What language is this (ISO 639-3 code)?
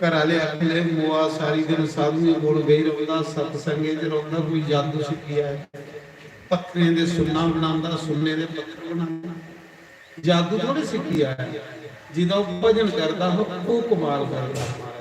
doi